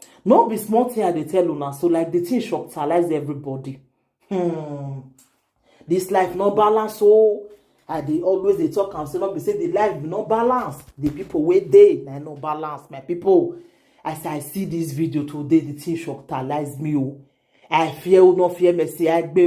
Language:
Nigerian Pidgin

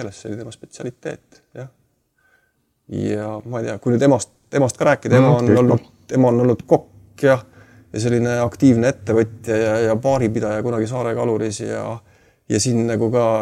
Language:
Estonian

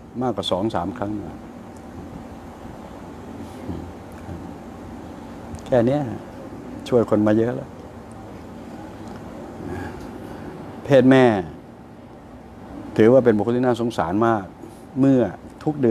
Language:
Thai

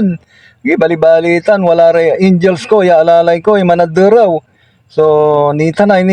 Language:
Pangasinan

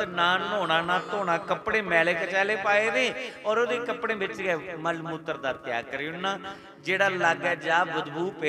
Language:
Dogri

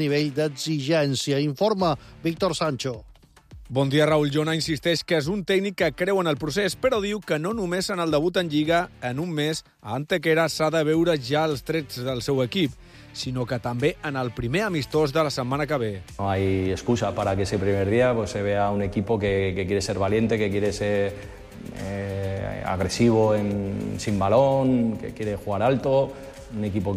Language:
Catalan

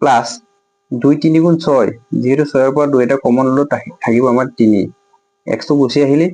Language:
Assamese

